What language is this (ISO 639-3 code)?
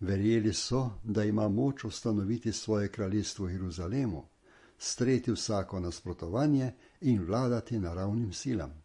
slv